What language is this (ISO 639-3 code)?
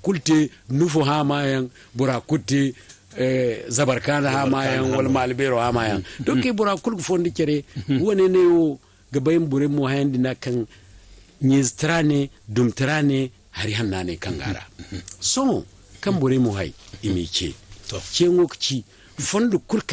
dje